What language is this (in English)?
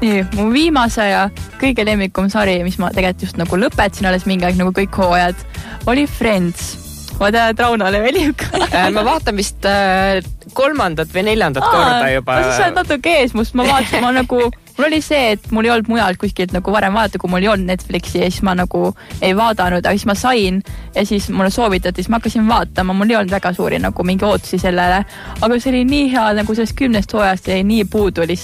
Estonian